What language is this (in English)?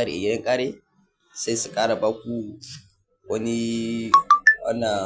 Hausa